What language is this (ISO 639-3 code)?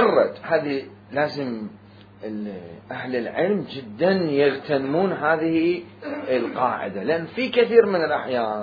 acm